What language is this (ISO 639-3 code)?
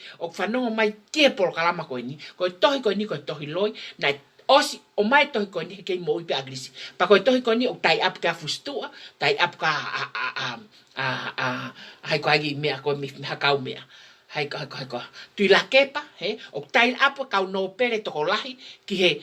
ton